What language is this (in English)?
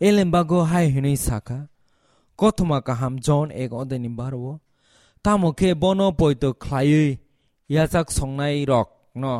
Kok Borok